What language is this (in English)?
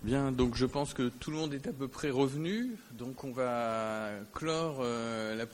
French